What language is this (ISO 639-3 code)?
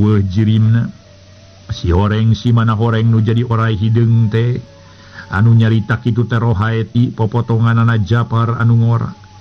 sun